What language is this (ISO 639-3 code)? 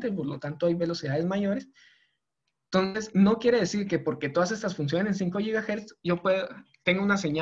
spa